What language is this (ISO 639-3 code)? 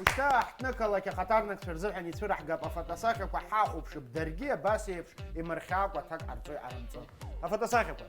abk